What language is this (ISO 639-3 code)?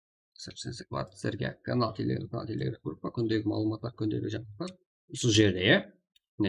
kaa